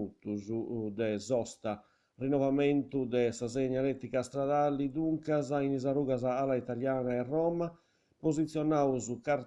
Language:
Sardinian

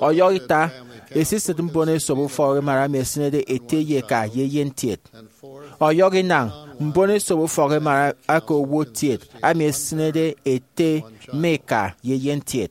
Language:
Efik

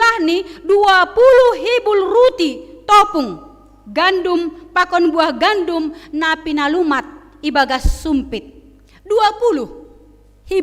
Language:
Batak Simalungun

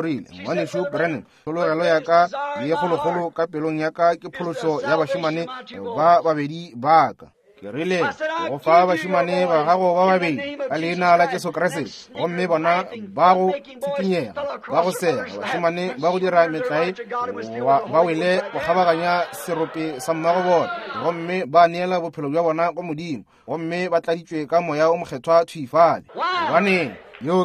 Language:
Northern Sotho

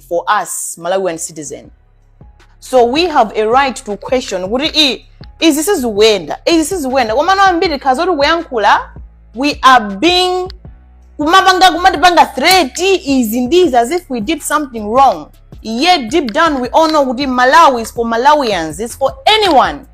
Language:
Nyanja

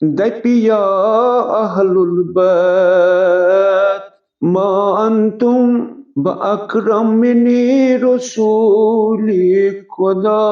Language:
Kashmiri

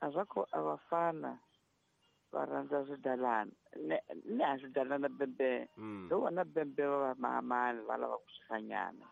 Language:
Tsonga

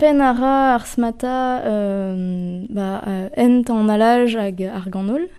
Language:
Breton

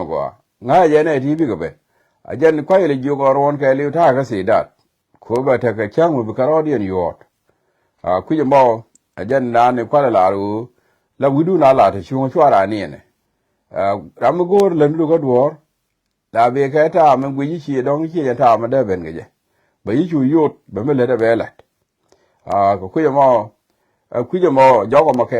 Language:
Nuer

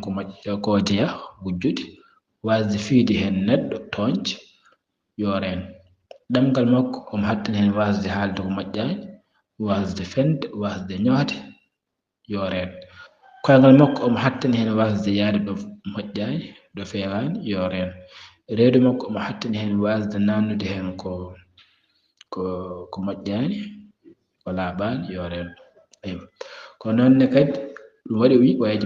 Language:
Fula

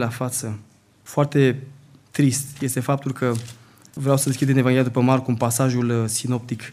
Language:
Romanian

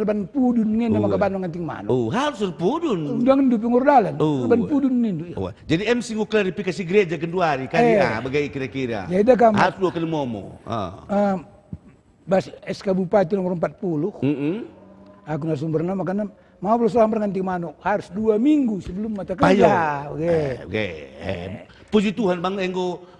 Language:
Batak Karo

